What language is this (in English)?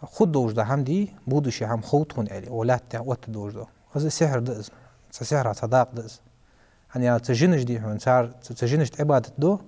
Ingush